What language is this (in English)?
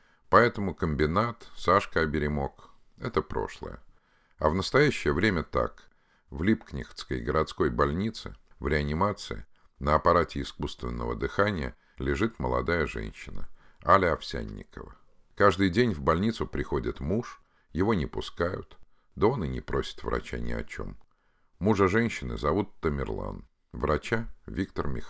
Russian